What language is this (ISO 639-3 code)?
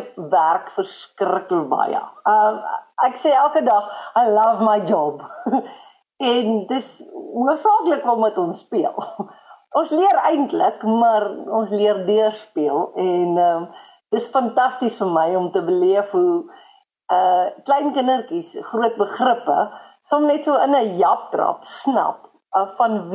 afr